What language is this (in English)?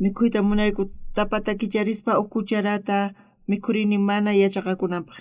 South Bolivian Quechua